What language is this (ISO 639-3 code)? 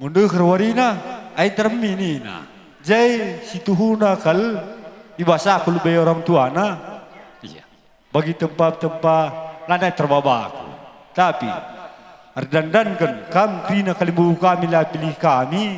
btx